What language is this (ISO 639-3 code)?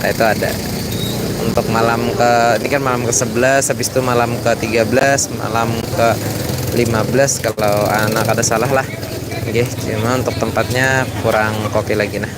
bjn